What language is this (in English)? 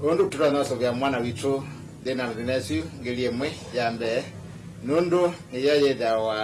Kamba